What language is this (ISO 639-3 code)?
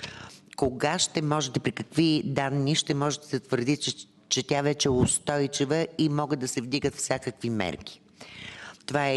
bul